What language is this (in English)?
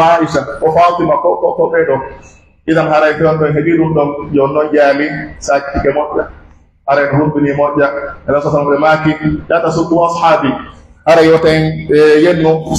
Pular